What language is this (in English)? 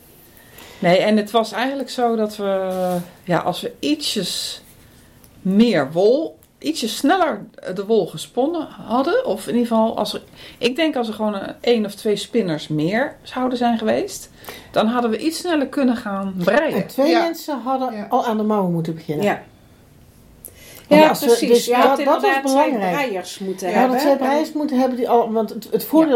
Dutch